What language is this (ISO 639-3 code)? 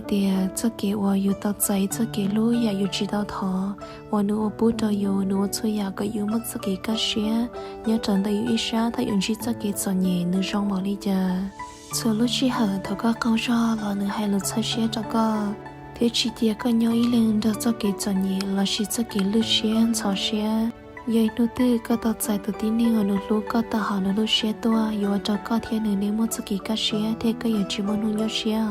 hmn